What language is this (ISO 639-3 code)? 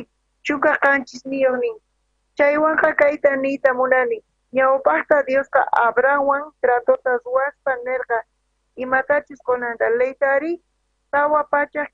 quh